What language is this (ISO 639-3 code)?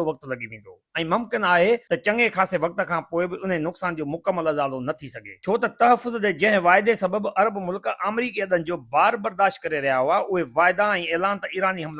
snd